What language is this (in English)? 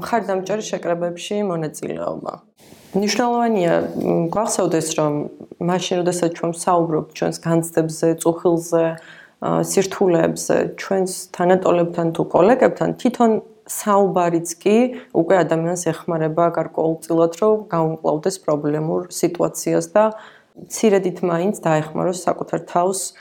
Georgian